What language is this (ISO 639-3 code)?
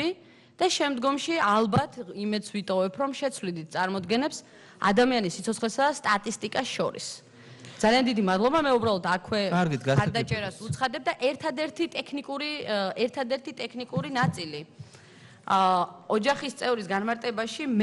kat